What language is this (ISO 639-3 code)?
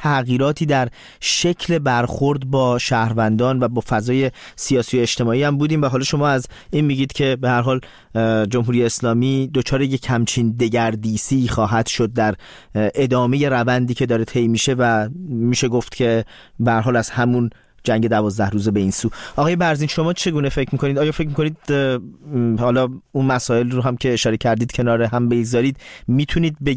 fas